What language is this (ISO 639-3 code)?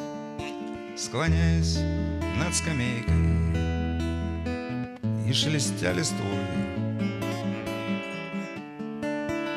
rus